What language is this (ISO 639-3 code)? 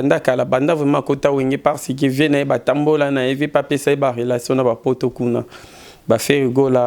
lin